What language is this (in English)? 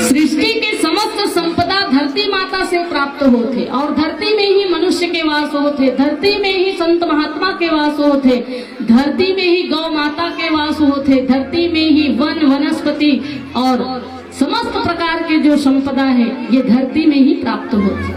Chhattisgarhi